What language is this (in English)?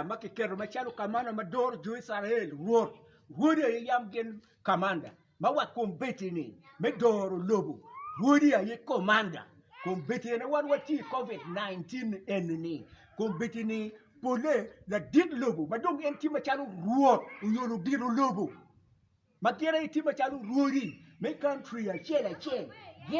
Acoli